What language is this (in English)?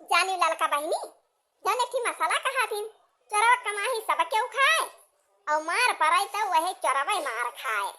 Awadhi